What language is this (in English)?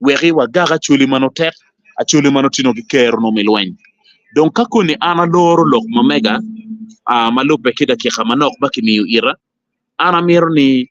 Acoli